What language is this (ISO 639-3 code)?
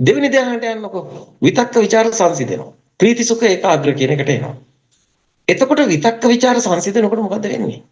sin